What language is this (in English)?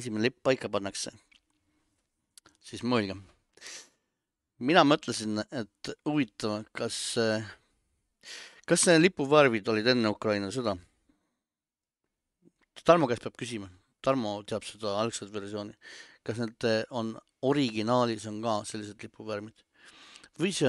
Estonian